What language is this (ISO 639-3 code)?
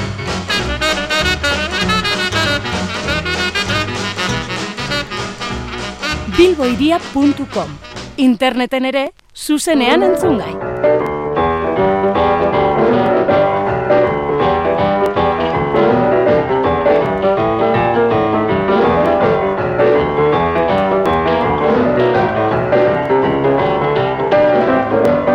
eus